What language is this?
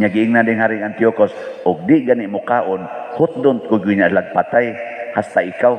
Cebuano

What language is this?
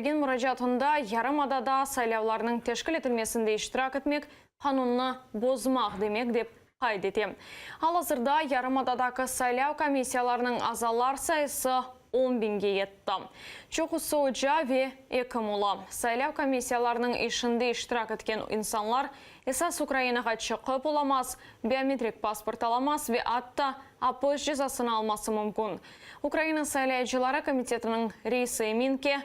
Crimean Tatar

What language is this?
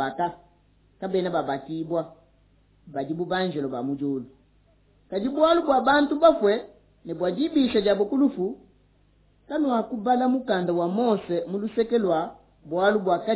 Luba-Lulua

